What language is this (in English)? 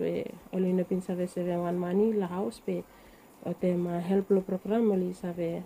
Bislama